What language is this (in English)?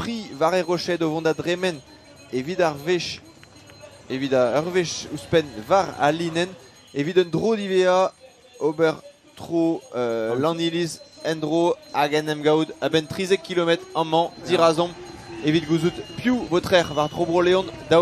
Breton